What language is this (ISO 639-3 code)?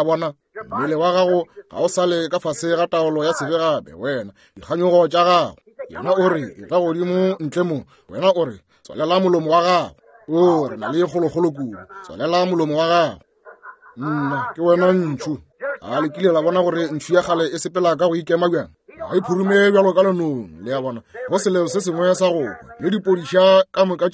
nso